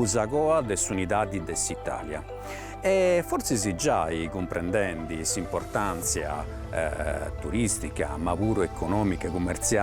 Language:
Sardinian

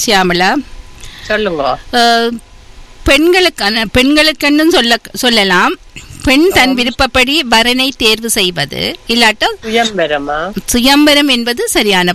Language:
Tamil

